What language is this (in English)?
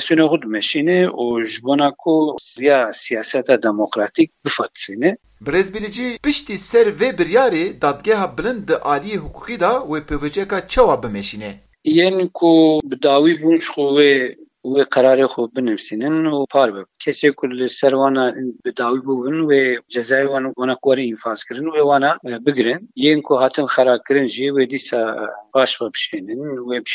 Kurdish